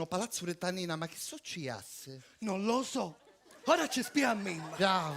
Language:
Sicilian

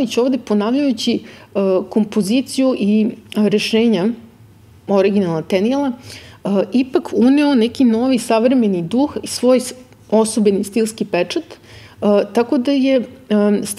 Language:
Serbian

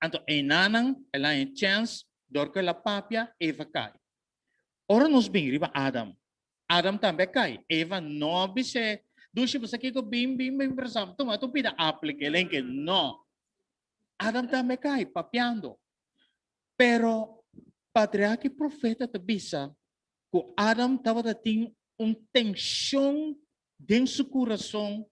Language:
Papiamento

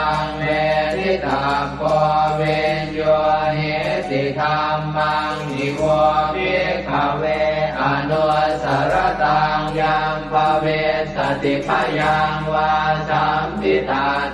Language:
Pali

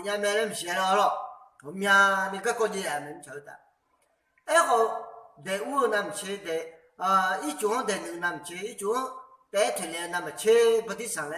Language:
Akha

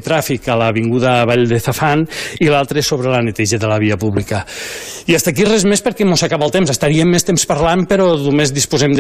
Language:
Catalan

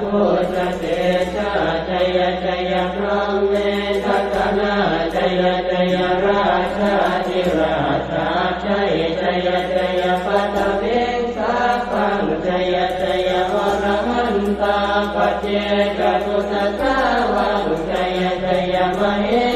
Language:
Pali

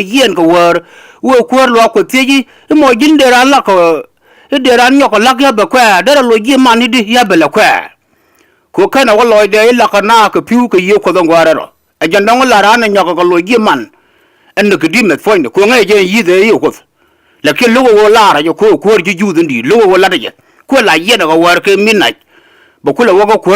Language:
Nuer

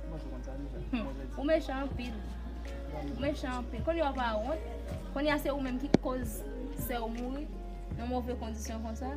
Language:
Haitian Creole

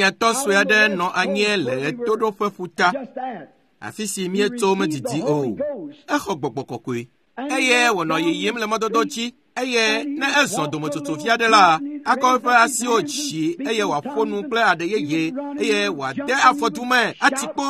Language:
Ewe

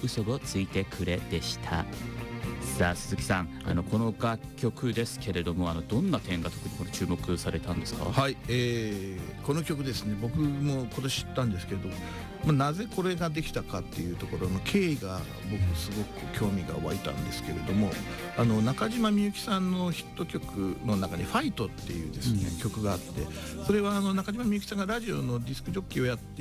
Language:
Japanese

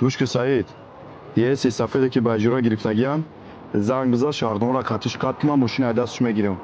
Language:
Tajik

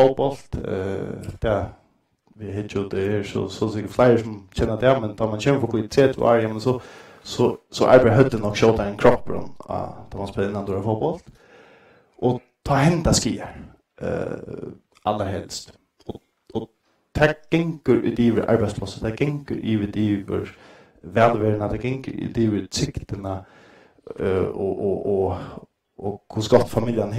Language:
Faroese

